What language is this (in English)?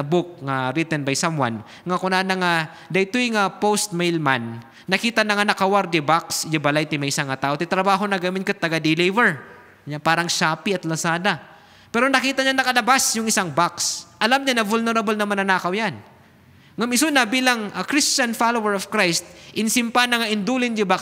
Iloko